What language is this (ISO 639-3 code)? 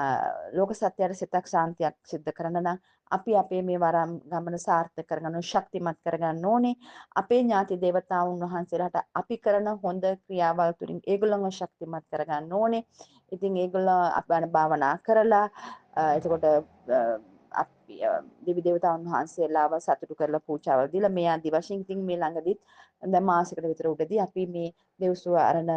sin